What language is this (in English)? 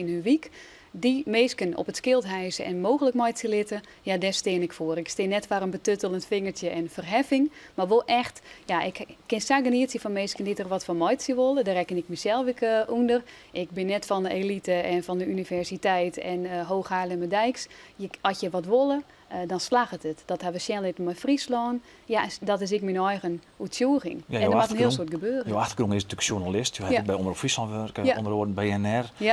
Western Frisian